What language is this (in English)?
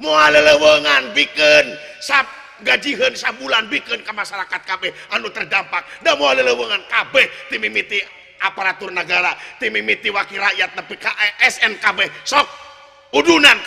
Sundanese